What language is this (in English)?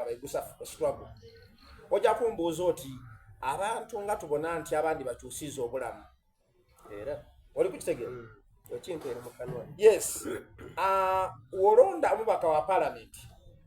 Soga